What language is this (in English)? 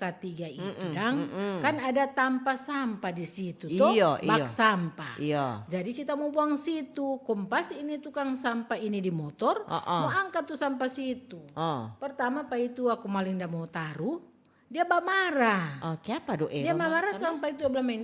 Manado Malay